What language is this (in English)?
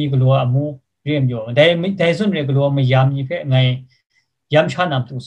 Kachin